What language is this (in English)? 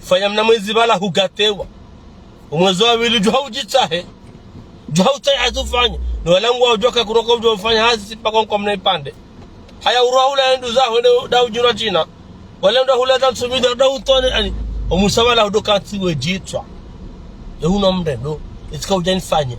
Ngazidja Comorian